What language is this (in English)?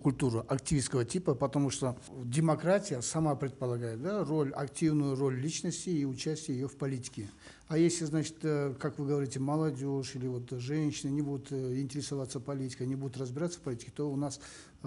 Russian